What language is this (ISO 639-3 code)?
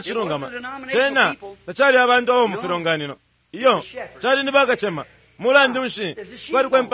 bem